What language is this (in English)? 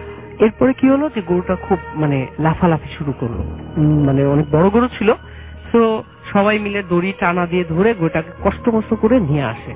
Bangla